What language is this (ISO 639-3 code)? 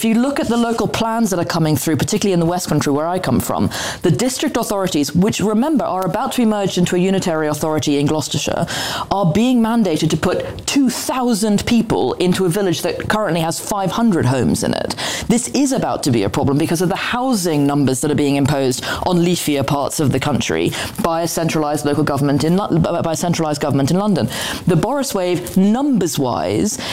eng